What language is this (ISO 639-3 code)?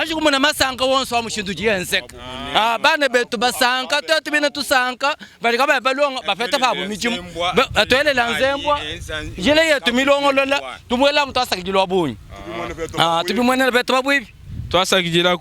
lua